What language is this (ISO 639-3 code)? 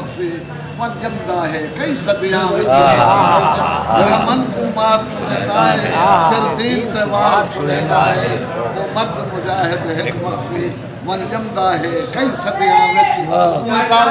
skr